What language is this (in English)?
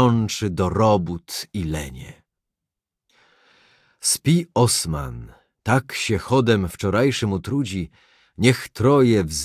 Polish